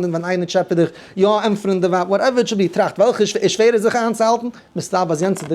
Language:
Yiddish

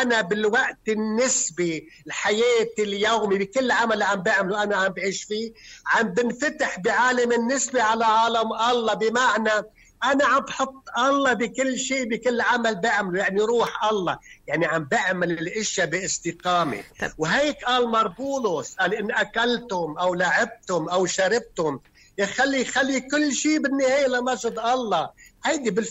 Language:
North Levantine Arabic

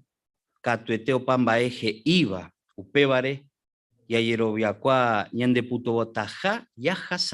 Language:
Guarani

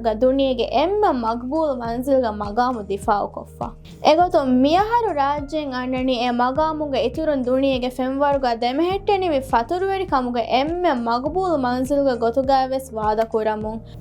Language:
Divehi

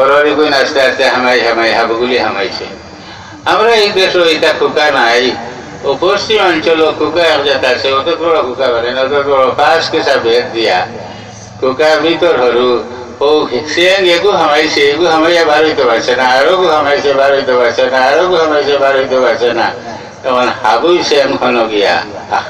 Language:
Sylheti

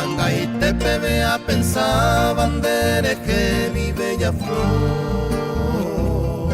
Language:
Guarani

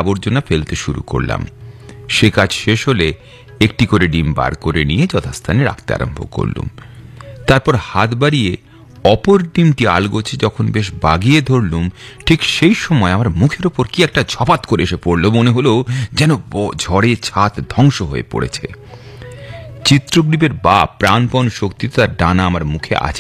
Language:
Bangla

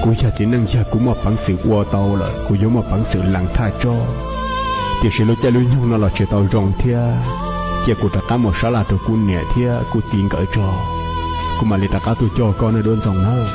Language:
Hmong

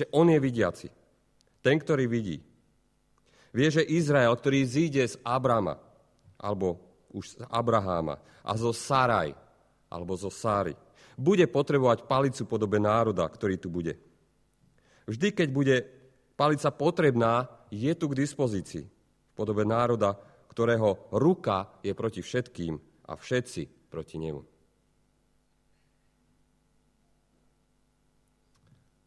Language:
Slovak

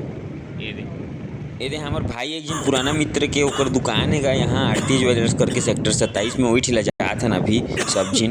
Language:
Chhattisgarhi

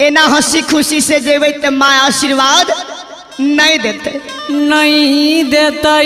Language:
Maithili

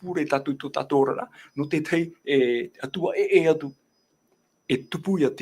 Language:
Tahitian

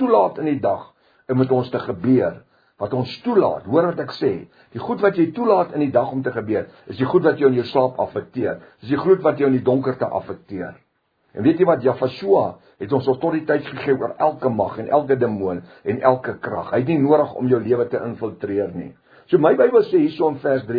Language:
Afrikaans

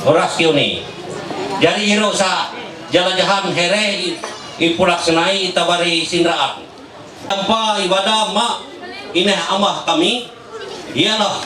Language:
Ma'anyan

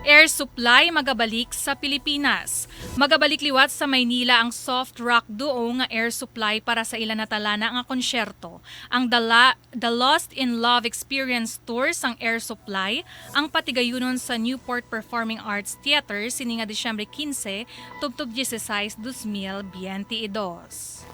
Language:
Hiligaynon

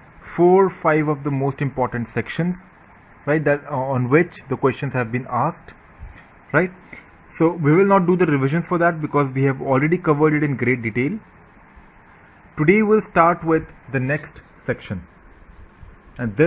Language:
English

